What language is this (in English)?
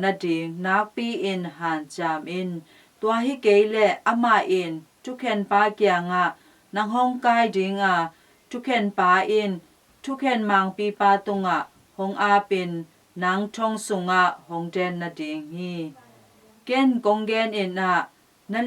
Tedim Chin